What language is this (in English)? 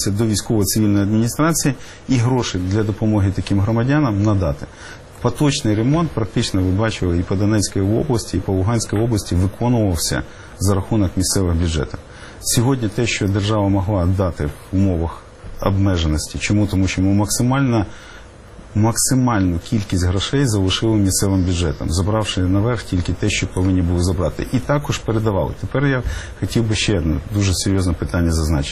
Ukrainian